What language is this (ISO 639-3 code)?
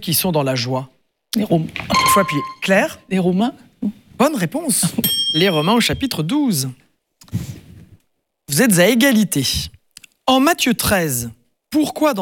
fra